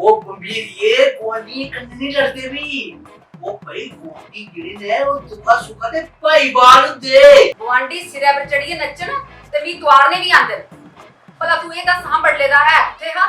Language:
Dogri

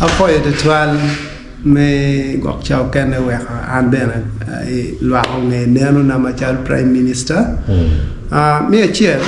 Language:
Acoli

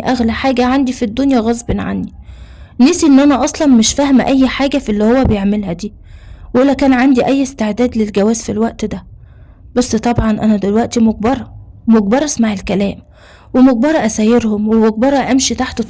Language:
Egyptian Arabic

